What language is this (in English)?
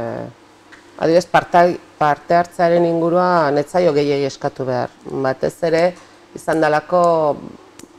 Basque